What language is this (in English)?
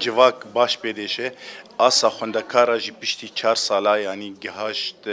Kurdish